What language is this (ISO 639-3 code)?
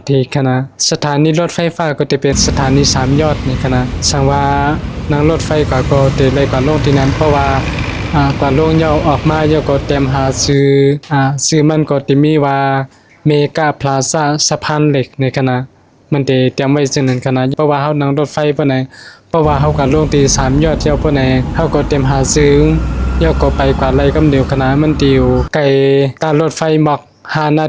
shn